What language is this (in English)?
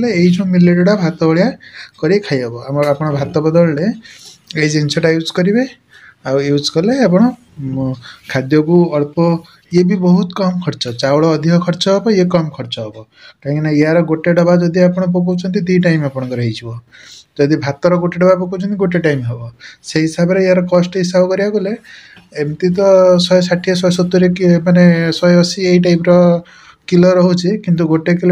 Odia